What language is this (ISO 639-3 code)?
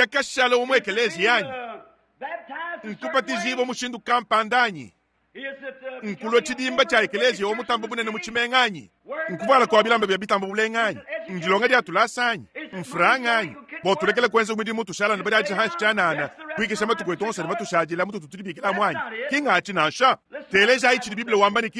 lua